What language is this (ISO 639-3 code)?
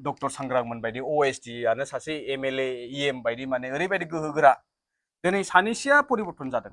brx